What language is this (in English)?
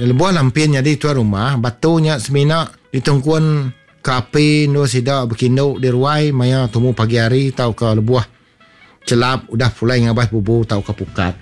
Iban